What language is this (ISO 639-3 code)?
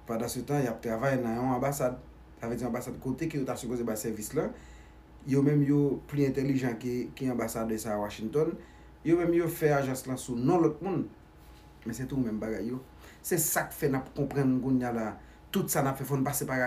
hat